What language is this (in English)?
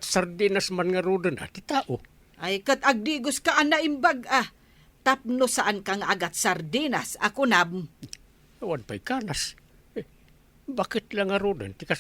Iloko